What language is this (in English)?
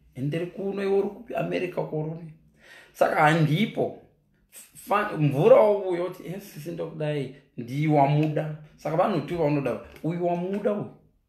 Shona